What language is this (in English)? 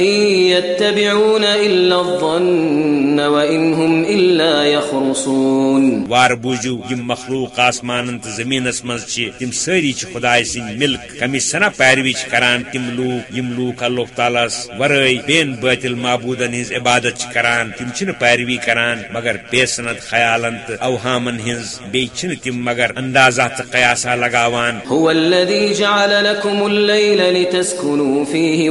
Kashmiri